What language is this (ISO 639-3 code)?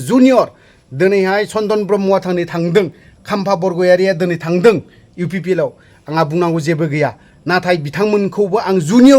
brx